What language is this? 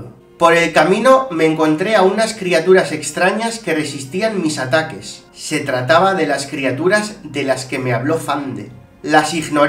Spanish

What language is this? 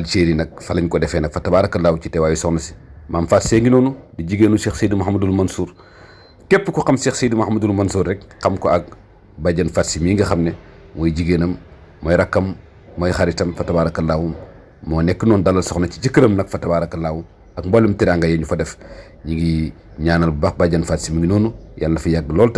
Wolof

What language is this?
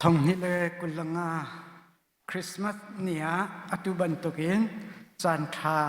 Hakha Chin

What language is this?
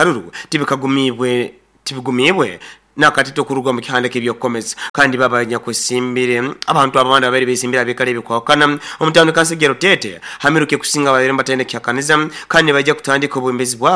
Nyoro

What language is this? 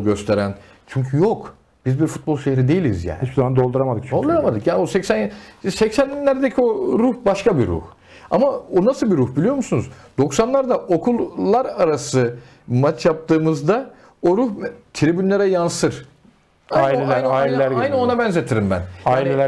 Turkish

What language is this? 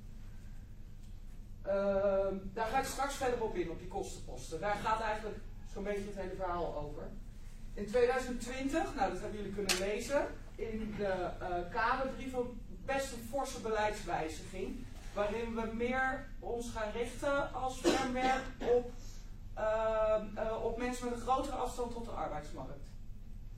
Dutch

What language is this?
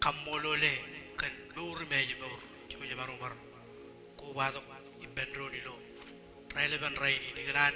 Marshallese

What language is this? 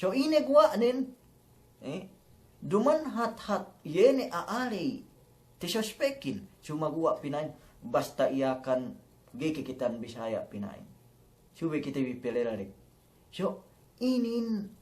Yakan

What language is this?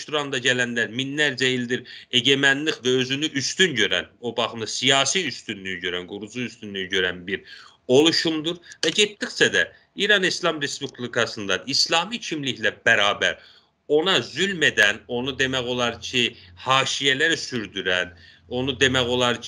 South Azerbaijani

